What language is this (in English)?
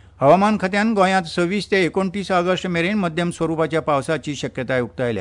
Konkani